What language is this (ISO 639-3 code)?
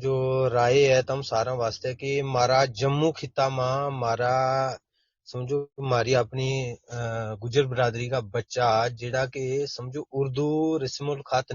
gju